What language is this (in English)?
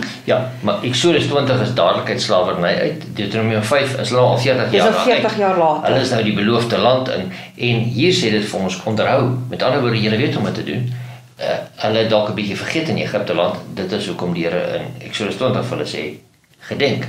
Afrikaans